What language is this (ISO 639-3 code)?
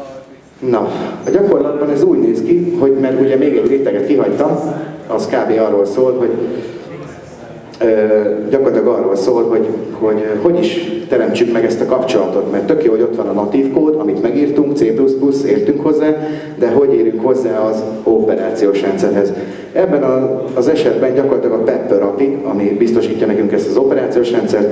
hun